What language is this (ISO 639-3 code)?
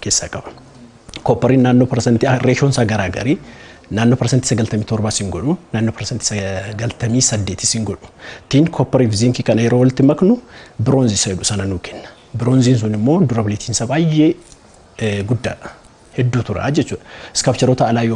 orm